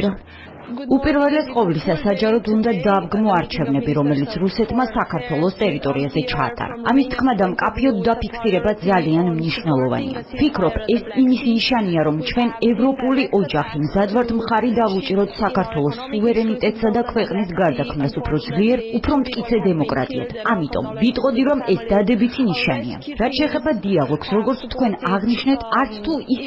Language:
Georgian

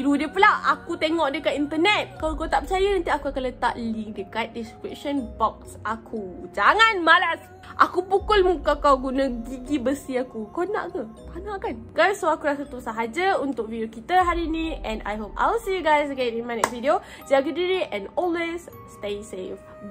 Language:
Malay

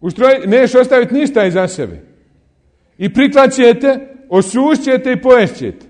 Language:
Bosnian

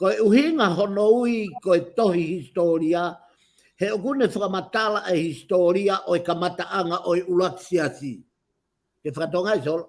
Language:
Tongan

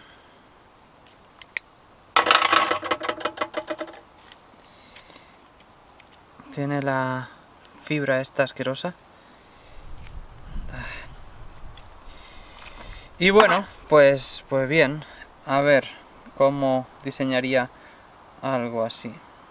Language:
Spanish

